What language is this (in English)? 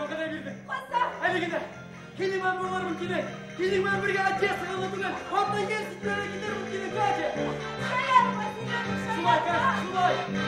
Bashkir